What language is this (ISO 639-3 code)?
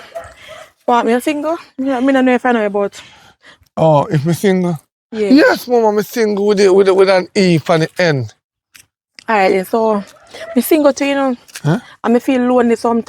jam